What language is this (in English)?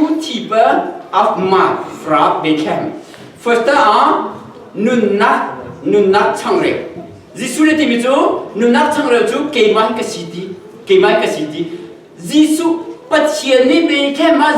Hakha Chin